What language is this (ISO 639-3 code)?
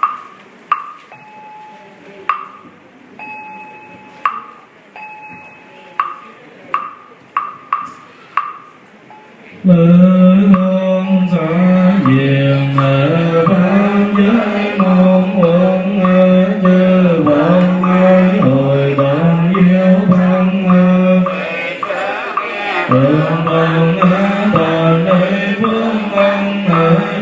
vie